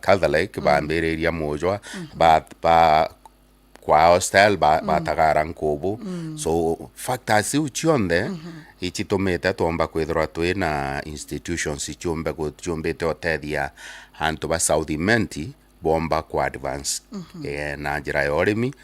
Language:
Meru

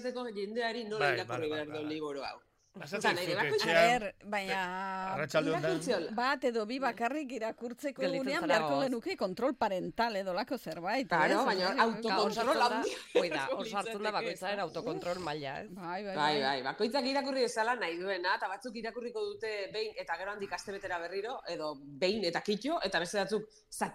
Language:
Basque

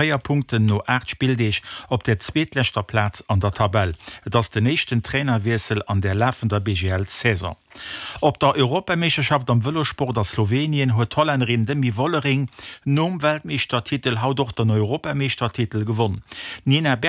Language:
Luxembourgish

